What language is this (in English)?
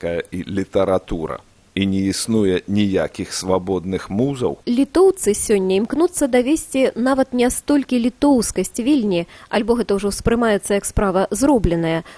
Belarusian